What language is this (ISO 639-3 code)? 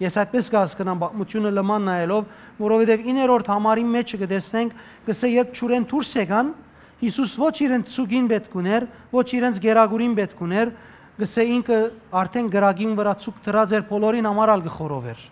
hyw